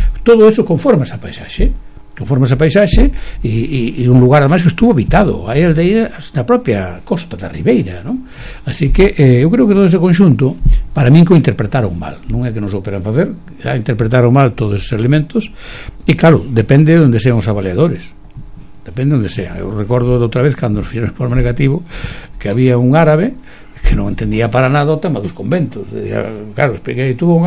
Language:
Galician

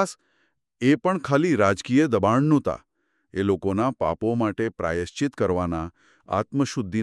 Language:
Gujarati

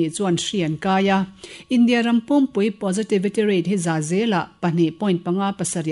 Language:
Mizo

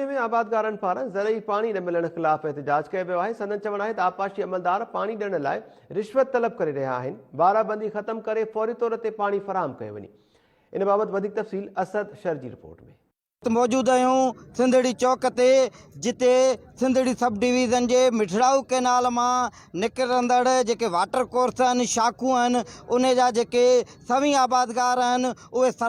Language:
Sindhi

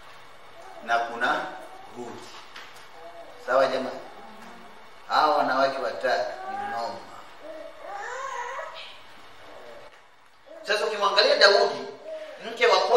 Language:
Swahili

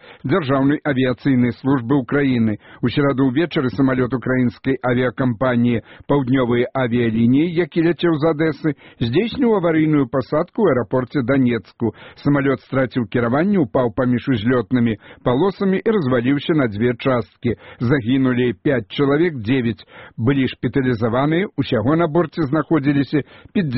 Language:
Belarusian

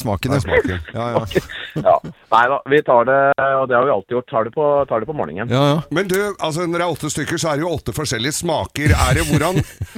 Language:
Norwegian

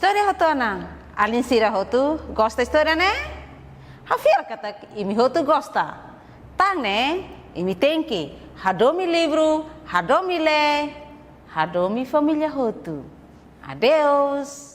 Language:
Tetum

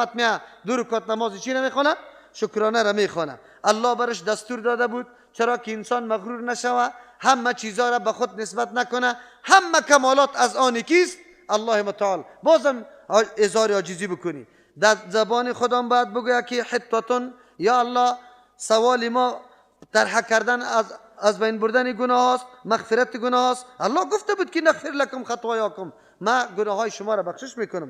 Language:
Persian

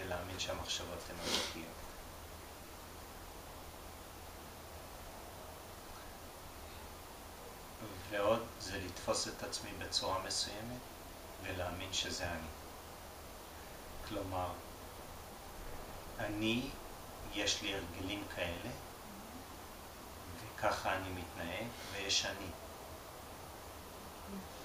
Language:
Hebrew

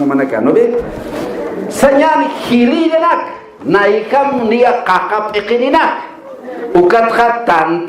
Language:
Aymara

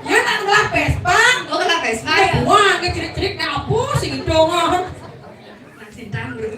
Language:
Balinese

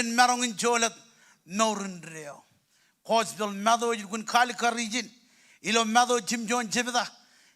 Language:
Marshallese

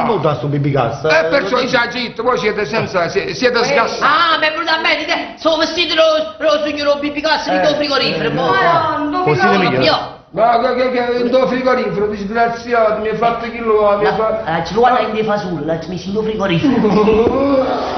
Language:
Neapolitan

